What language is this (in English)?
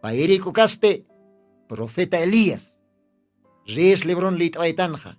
Aymara